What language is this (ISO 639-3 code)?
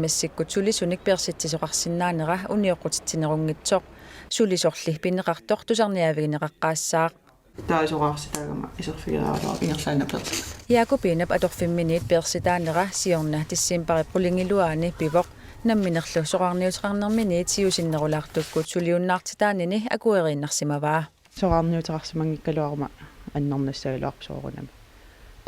kal